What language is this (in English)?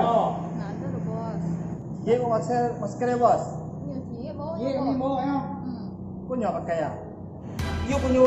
Minangkabau